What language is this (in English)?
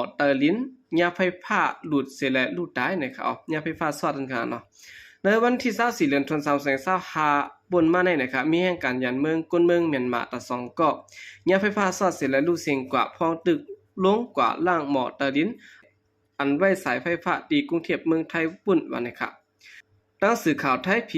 Shan